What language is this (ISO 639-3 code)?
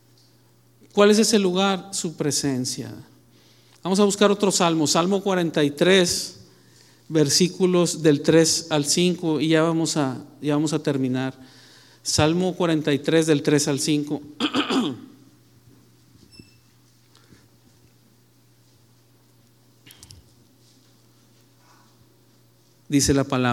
spa